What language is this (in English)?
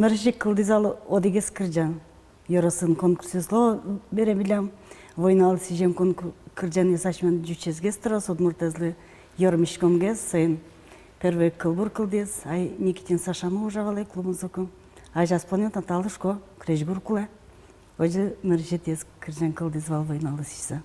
Udmurt